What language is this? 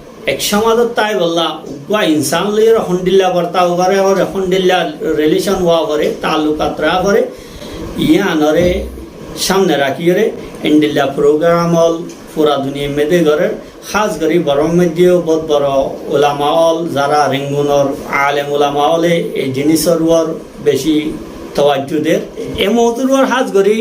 Rohingya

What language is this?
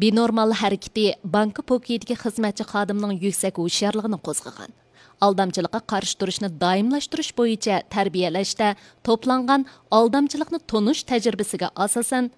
Uyghur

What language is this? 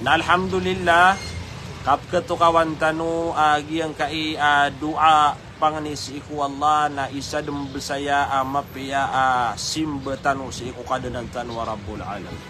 Maranao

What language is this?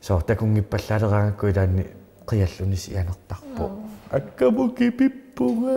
Kalaallisut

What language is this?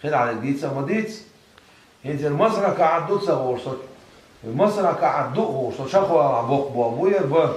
Chechen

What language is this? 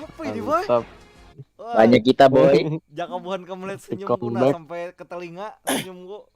Banjar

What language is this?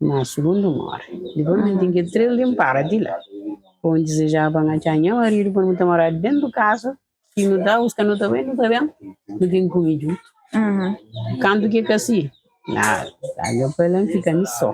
Kabuverdianu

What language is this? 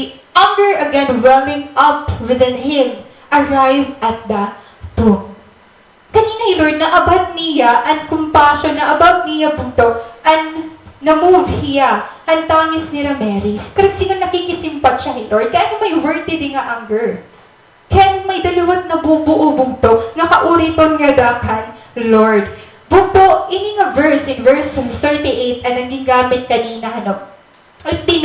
Waray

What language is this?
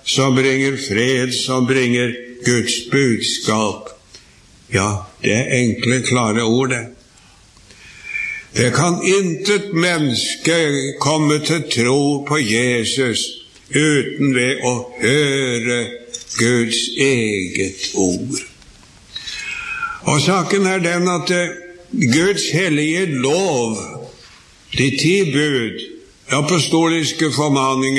Norwegian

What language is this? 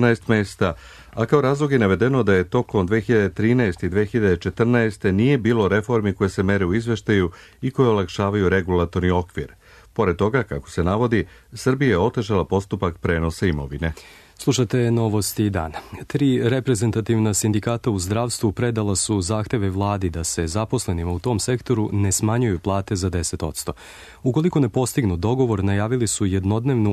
Serbian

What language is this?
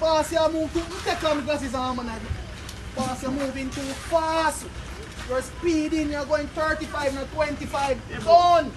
Jamaican Creole English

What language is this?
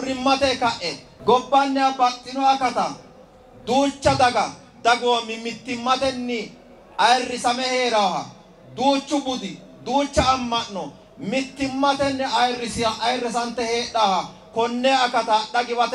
Sidamo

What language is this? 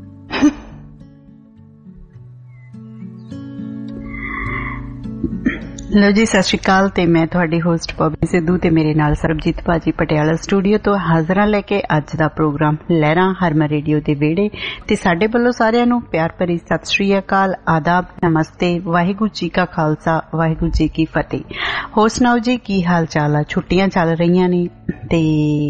Punjabi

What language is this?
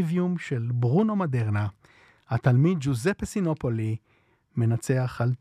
Hebrew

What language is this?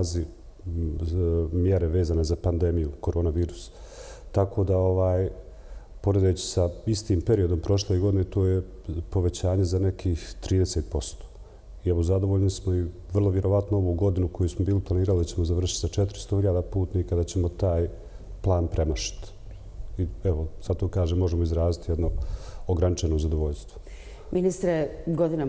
Bosnian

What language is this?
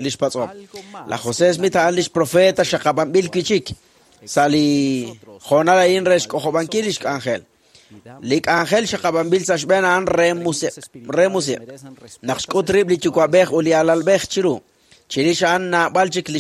Kekchí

